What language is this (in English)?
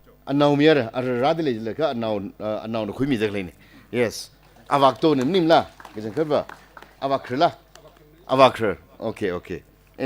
Tangkhul Naga (India)